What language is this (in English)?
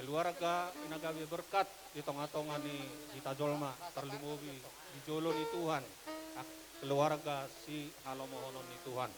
Batak Toba